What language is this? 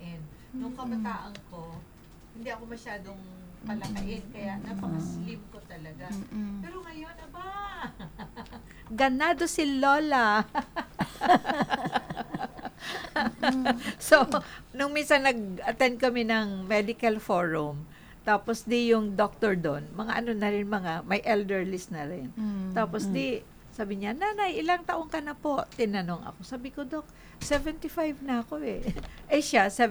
Filipino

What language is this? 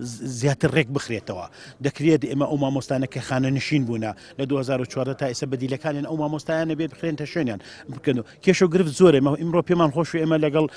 Central Kurdish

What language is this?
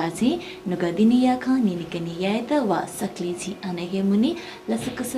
Newari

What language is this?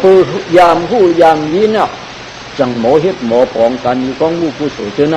Shan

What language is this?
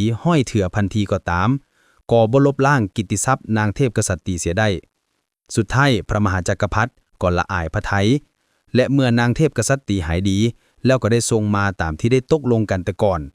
Lao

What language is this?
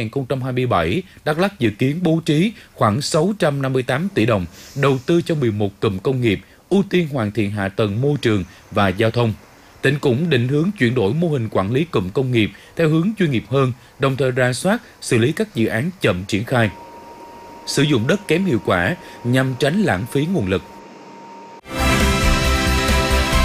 Vietnamese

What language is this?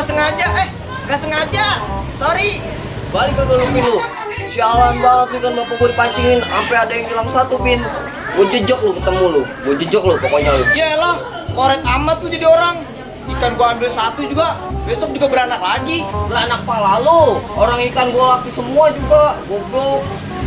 Betawi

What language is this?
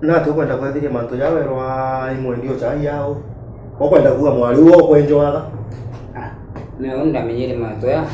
Meru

